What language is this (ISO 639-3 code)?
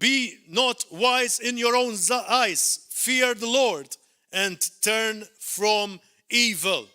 eng